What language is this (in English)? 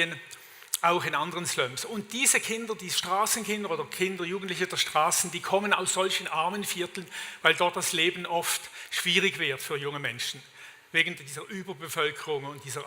Swiss German